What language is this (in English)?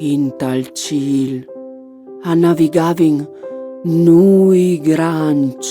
Friulian